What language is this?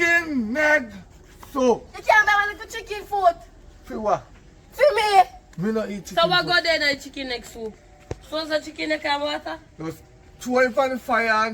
Jamaican Creole English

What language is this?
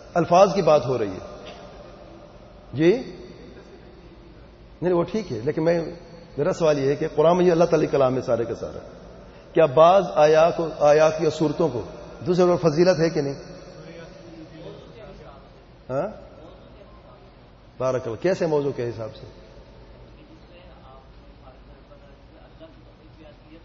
Urdu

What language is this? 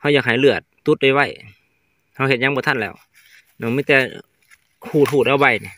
Lao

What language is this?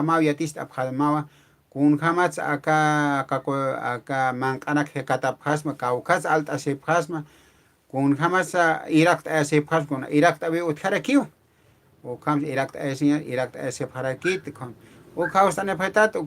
Aymara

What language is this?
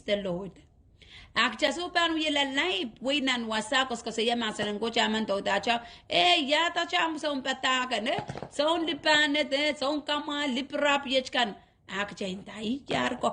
Pohnpeian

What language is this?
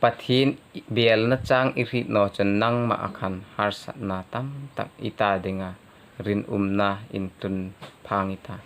Hmar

